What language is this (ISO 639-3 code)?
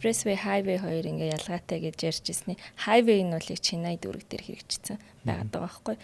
mon